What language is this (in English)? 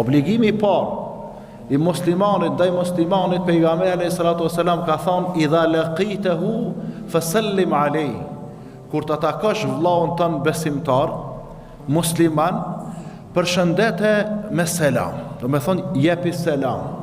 Albanian